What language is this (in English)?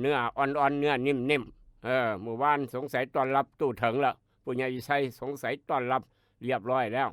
Northeastern Thai